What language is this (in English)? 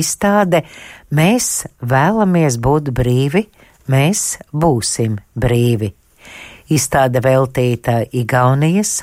Latvian